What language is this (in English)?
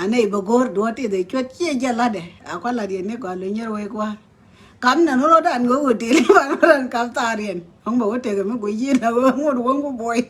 Nuer